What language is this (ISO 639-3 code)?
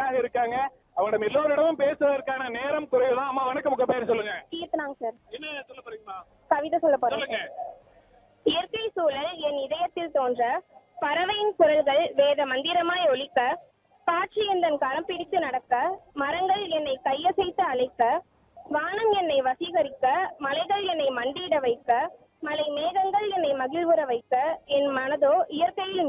tam